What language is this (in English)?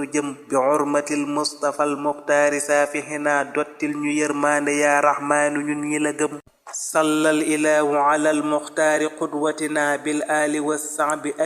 Wolof